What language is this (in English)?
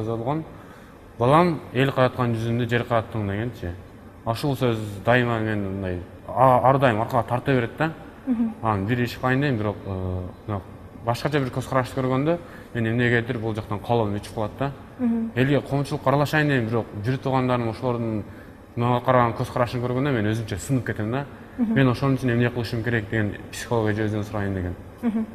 Kyrgyz